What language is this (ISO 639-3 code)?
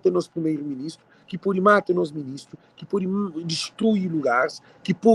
kea